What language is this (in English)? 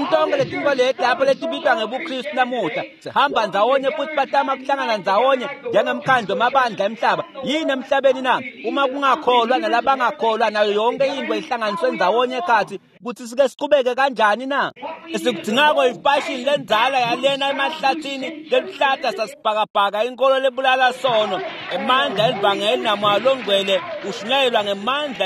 Swati